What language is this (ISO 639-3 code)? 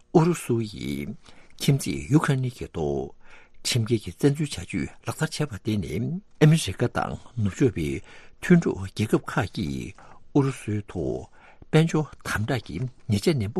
bod